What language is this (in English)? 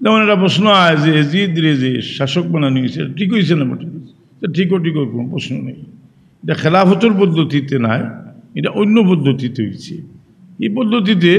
Sylheti